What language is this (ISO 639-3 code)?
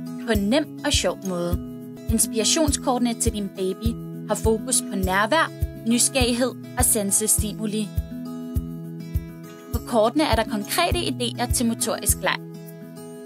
dan